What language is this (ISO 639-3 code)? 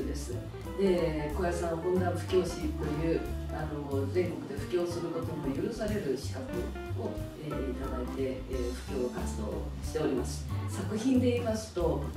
jpn